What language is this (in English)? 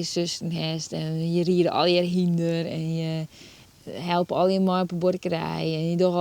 Western Frisian